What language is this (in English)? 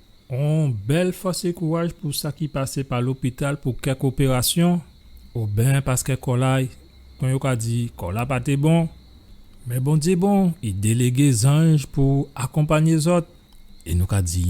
Guadeloupean Creole French